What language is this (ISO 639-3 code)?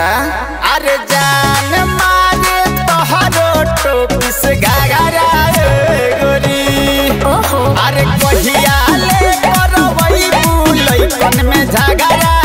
bho